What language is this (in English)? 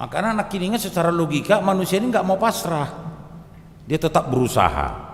Batak Toba